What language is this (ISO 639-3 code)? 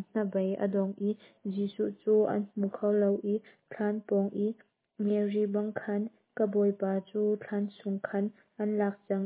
cnh